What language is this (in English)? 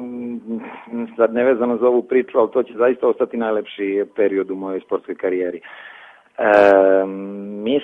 Serbian